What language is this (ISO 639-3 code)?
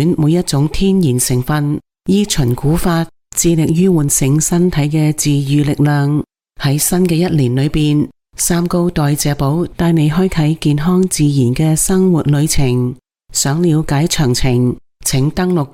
yue